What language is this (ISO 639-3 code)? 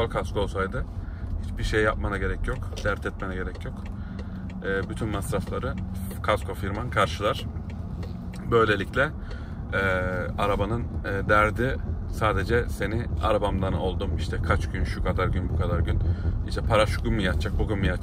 tur